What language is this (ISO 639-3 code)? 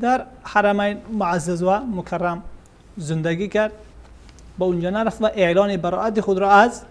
fas